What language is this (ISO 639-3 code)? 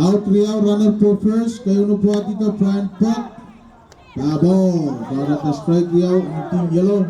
pon